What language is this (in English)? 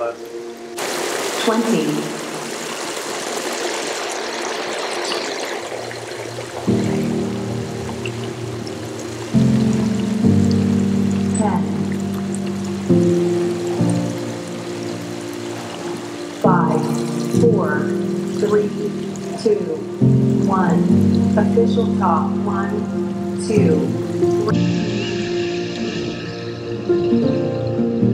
Finnish